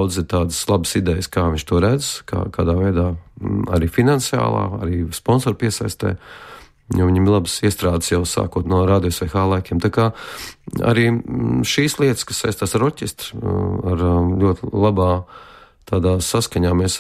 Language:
Latvian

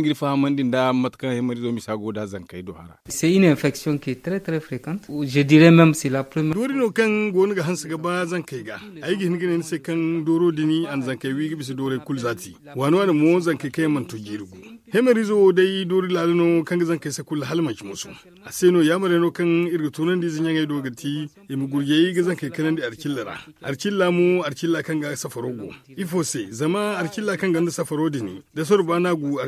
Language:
Zarma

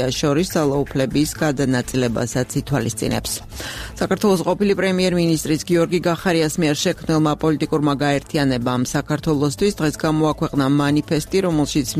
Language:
Georgian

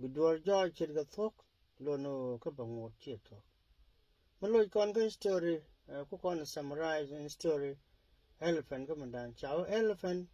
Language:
Nuer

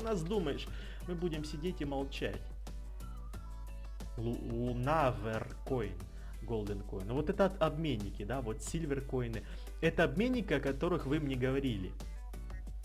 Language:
Russian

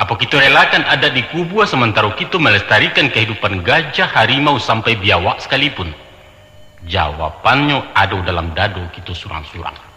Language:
Minangkabau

